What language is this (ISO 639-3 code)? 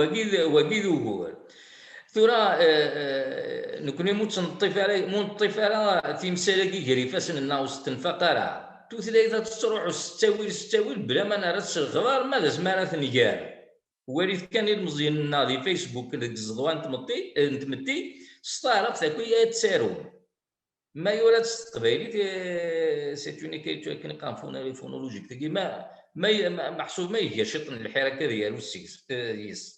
kab